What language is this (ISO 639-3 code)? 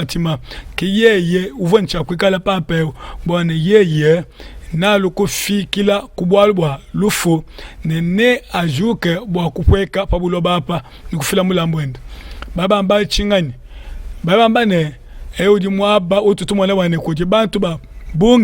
lua